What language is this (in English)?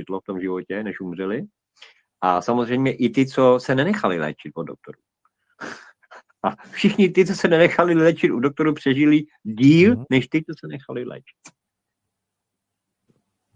Czech